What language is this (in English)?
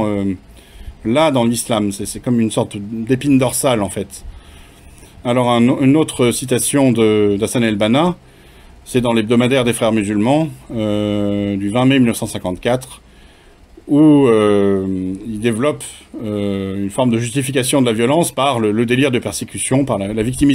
French